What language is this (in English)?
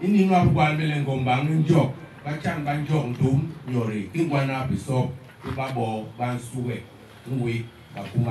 Basaa